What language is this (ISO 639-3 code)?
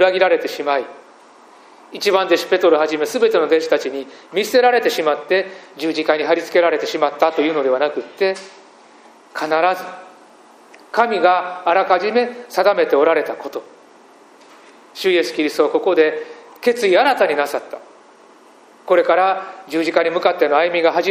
jpn